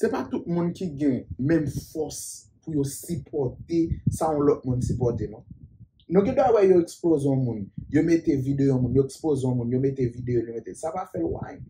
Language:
Haitian Creole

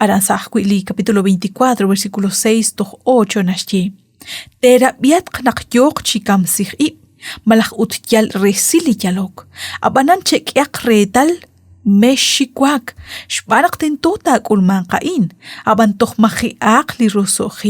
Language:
Kekchí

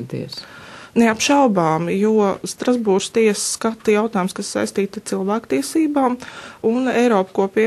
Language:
Latvian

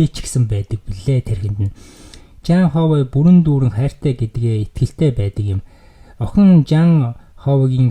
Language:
Mongolian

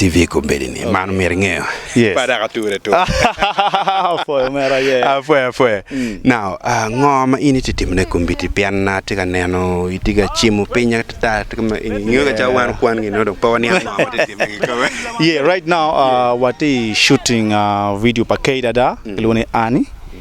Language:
Acoli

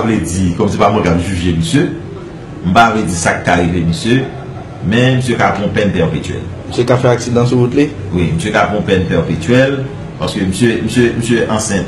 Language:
Haitian Creole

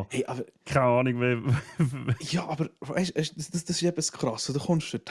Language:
Swiss German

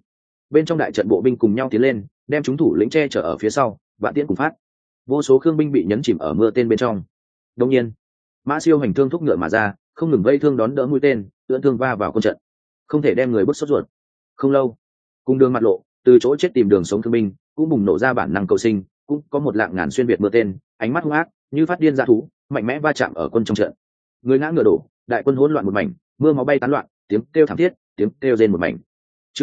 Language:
Vietnamese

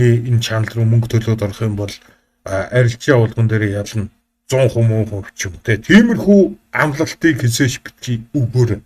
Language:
Mongolian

